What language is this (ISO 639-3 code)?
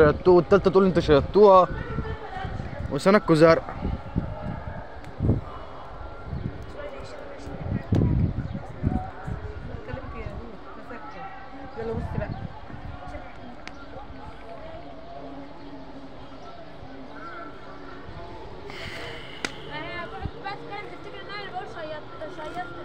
arz